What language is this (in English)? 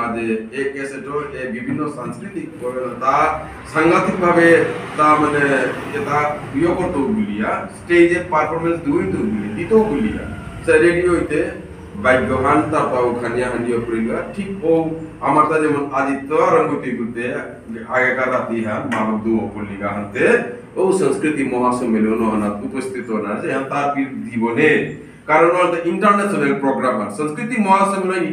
Bishnupriya